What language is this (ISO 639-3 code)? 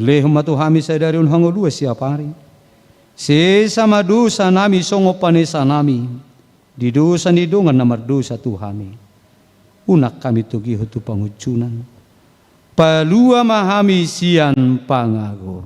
bbc